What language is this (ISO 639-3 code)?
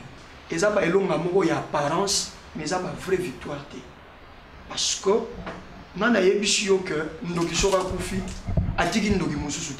lin